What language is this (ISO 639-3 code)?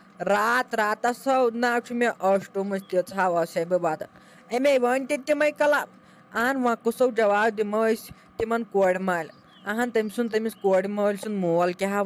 kas